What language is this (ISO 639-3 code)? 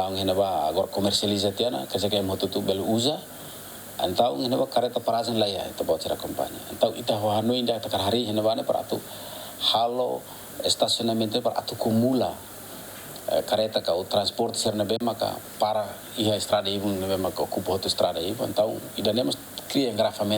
tet